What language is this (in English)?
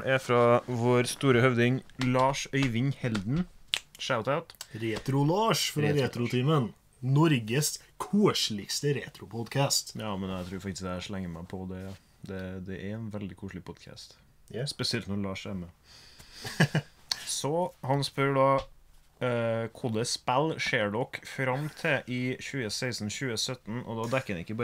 Norwegian